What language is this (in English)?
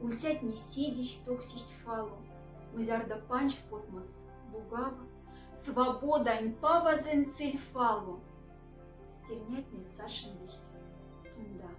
Moksha